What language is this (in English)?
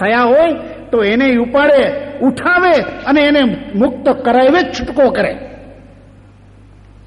Gujarati